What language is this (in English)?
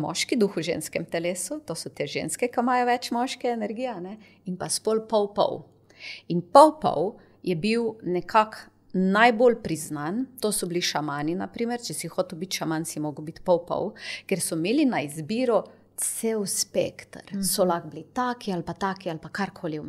Slovenian